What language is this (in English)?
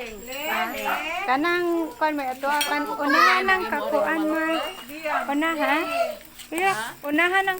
Cebuano